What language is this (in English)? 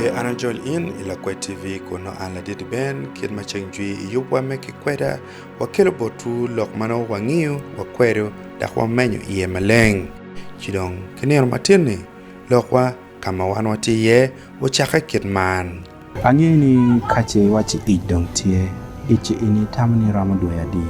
Acoli